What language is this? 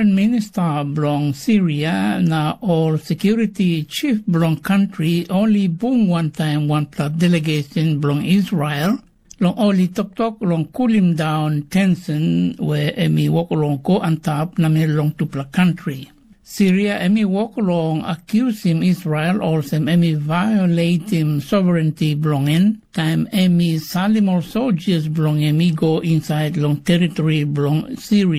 Tok Pisin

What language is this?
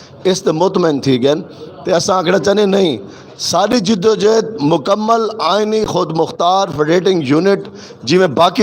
Saraiki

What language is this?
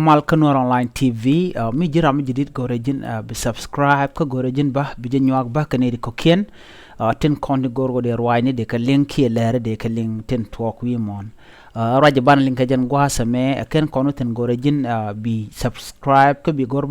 Nuer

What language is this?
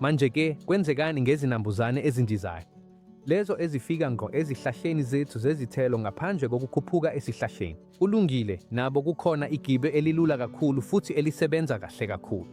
Zulu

